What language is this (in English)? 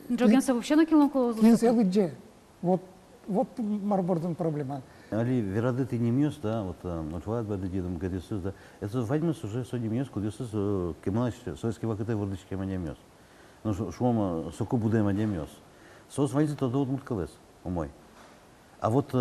Udmurt